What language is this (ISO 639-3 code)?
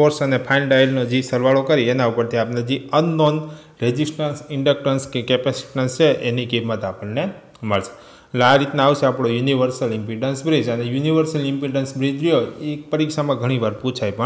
guj